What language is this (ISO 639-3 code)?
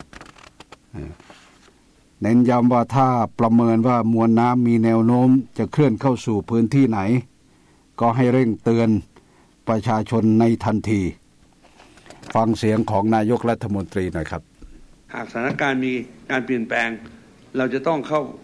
tha